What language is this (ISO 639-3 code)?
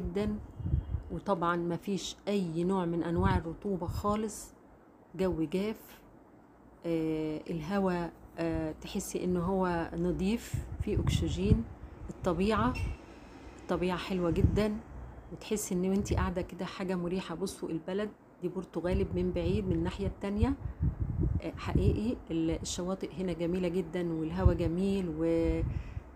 arz